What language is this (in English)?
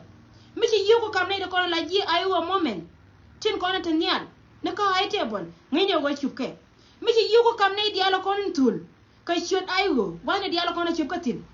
Nuer